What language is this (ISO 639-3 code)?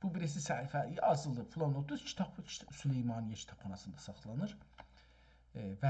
azb